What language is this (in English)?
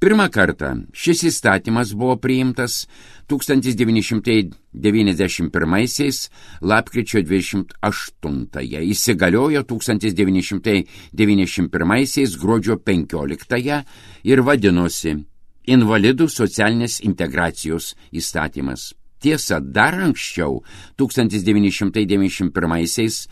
Lithuanian